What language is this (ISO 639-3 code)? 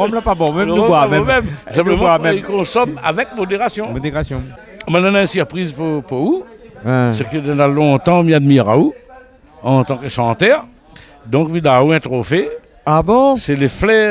rcf